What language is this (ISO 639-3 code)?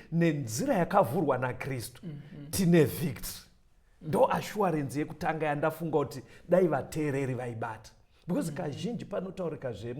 sna